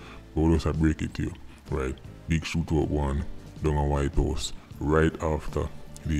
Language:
Jamaican Creole English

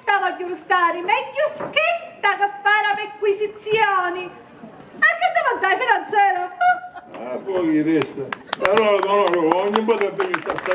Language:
Sicilian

